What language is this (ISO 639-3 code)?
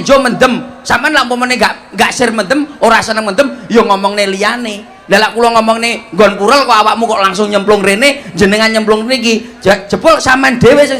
jav